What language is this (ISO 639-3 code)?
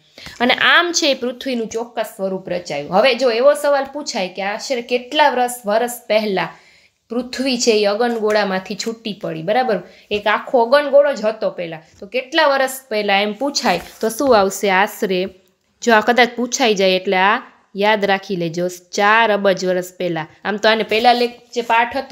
guj